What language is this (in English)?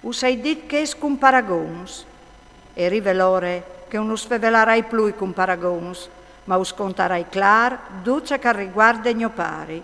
Friulian